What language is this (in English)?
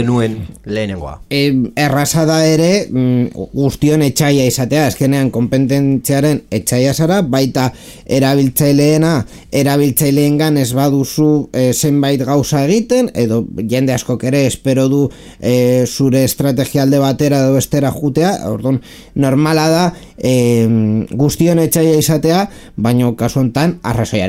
Basque